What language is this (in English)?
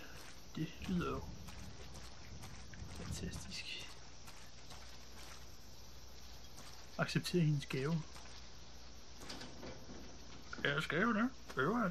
Danish